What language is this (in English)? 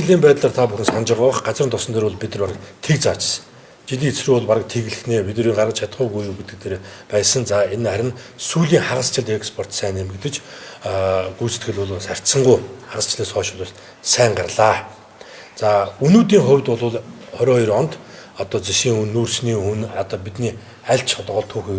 Mongolian